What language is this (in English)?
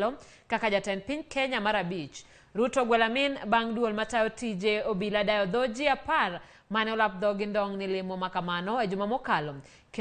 Luo (Kenya and Tanzania)